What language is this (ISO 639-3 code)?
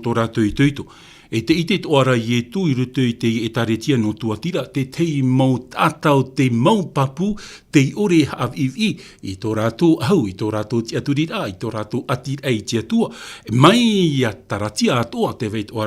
tah